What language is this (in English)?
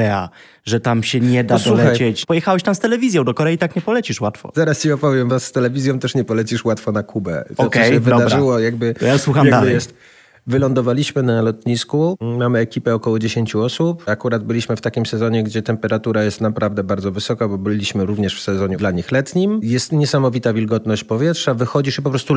Polish